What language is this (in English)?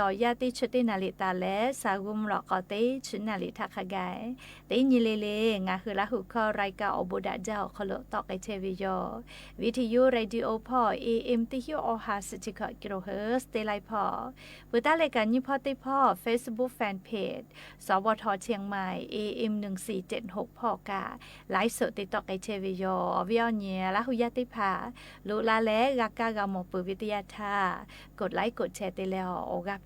Lahu